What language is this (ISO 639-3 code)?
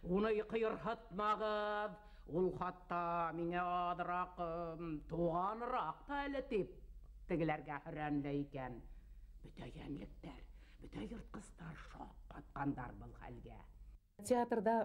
bak